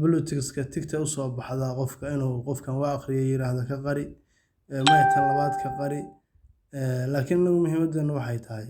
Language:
Somali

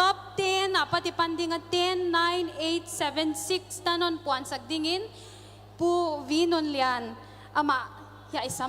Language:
Paite Chin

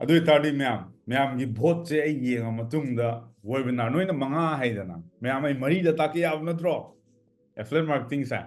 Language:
Manipuri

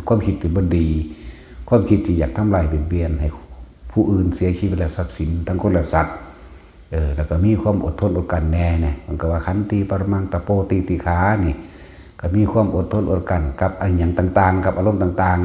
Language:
Northeastern Thai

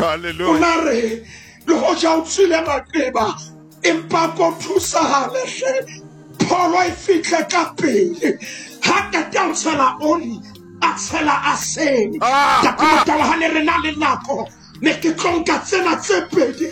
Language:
Southern Sotho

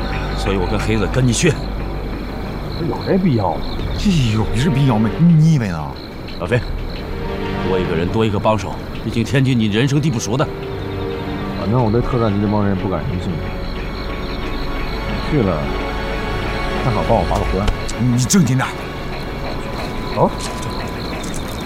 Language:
Chinese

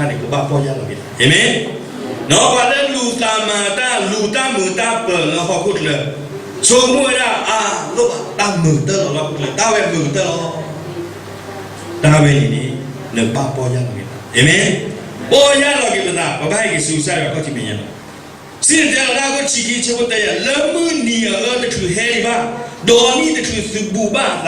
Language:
S'gaw Karen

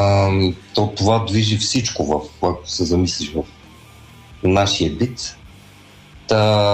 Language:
Bulgarian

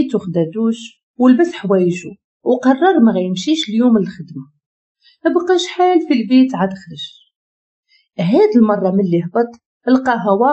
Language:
Moroccan Arabic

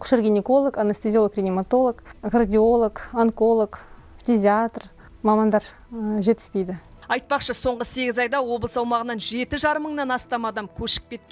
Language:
Kazakh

